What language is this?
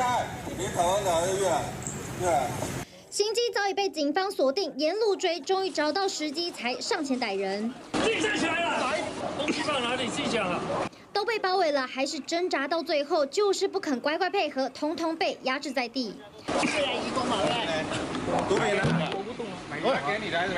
Chinese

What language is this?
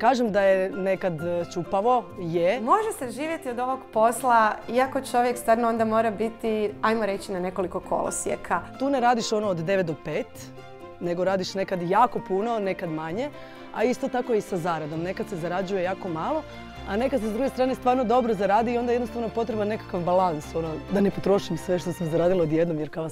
Croatian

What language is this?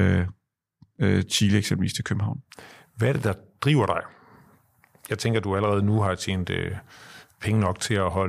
Danish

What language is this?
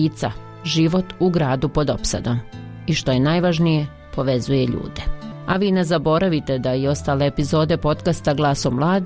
Bosnian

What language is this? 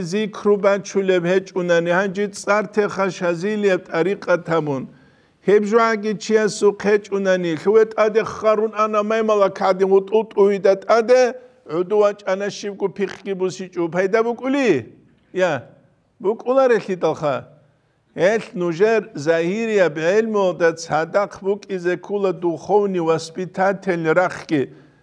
Avaric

